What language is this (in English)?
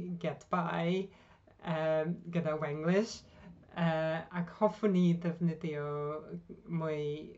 Welsh